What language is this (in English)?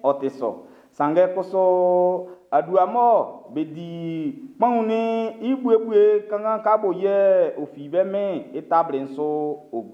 Baoulé